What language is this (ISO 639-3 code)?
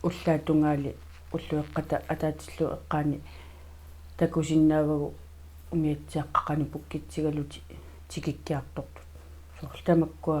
kal